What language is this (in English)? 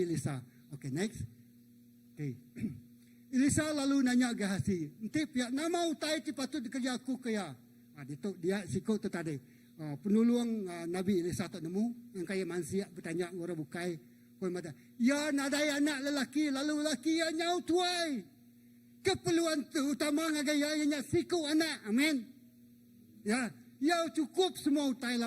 Iban